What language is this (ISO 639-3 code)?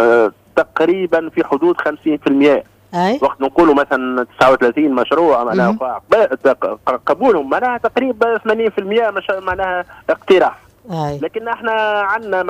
aeb